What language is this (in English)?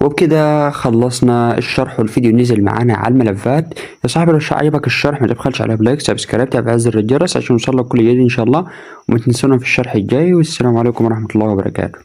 Egyptian Arabic